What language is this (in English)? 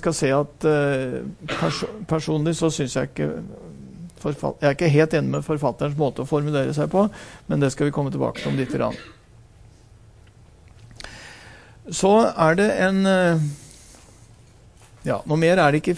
Norwegian